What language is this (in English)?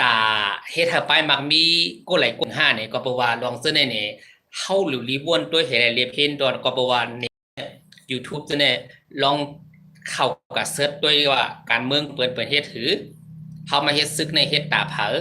Shan